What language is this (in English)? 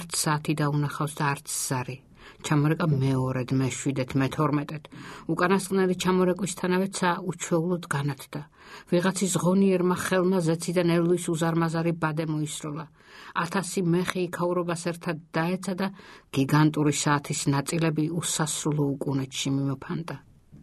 Georgian